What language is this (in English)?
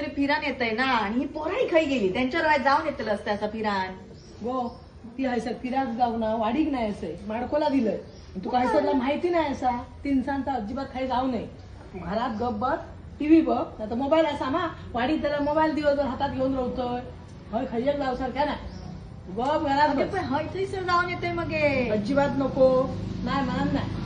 Konkani